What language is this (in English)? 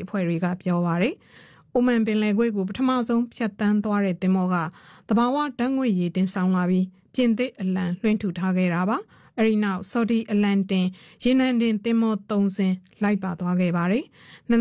Burmese